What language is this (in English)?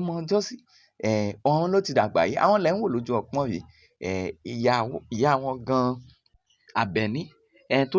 Yoruba